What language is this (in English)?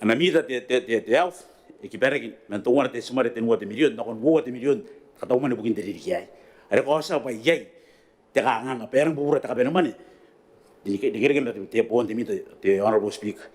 Gilbertese